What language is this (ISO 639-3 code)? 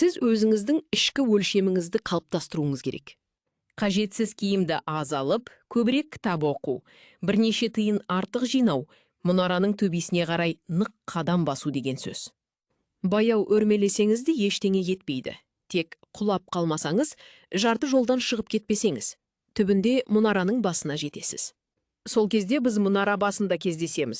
kaz